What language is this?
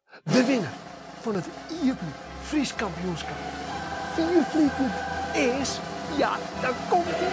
Western Frisian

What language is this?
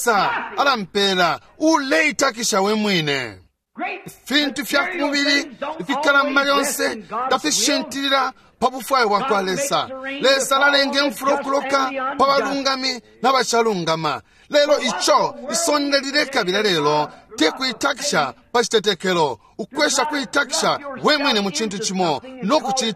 Bemba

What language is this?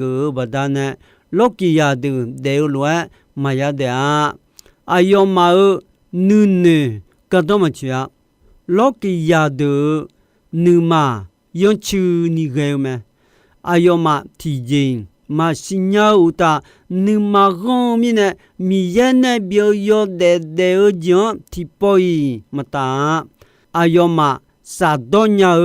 Akha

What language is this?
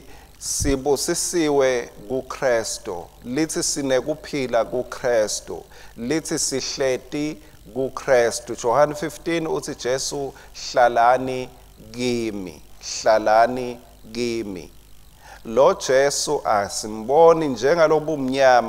Swati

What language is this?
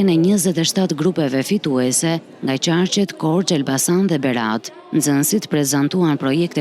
Albanian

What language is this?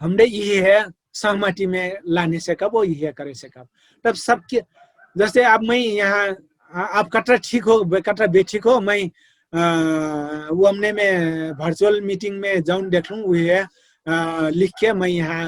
Dangaura Tharu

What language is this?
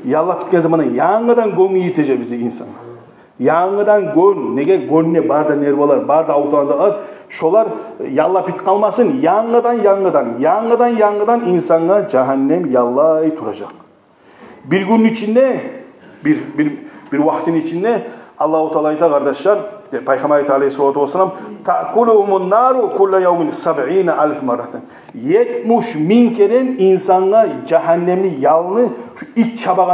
Kumyk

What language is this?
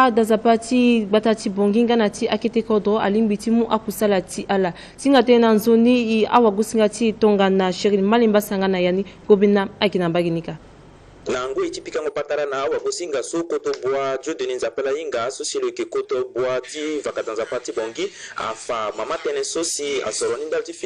Sango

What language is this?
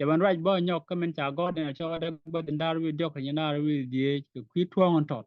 Nuer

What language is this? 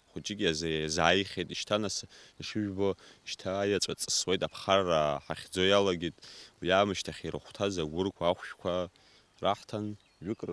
Abkhazian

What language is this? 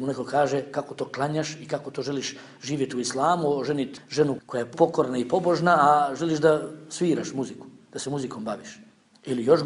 Bosnian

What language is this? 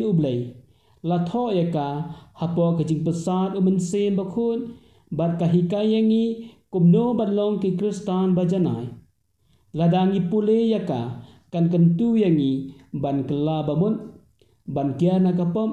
Khasi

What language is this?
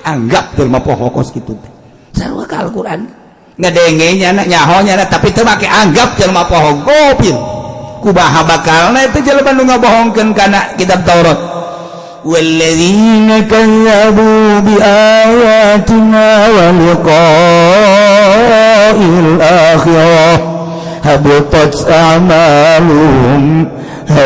Sundanese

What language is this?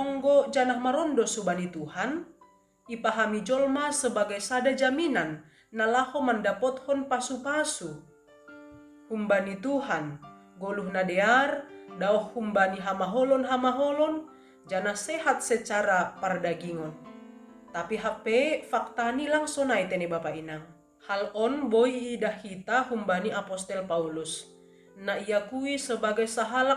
Batak Simalungun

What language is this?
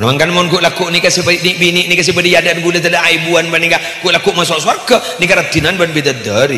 Madurese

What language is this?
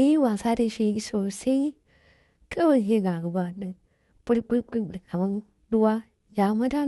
Hausa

